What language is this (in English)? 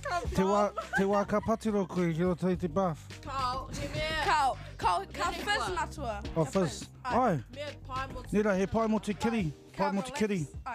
Māori